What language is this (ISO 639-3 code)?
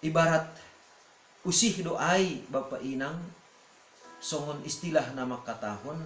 bts